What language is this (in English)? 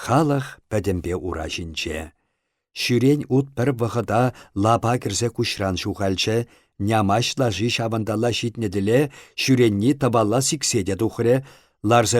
Chuvash